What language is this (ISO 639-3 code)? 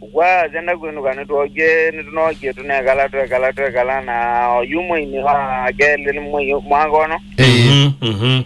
kam